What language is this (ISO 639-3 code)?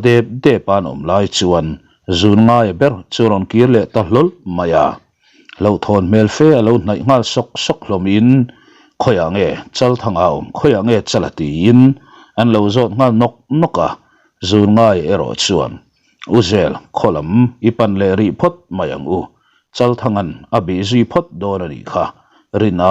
lus